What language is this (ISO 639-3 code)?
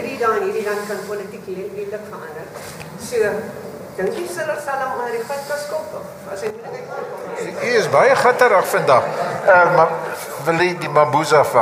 afr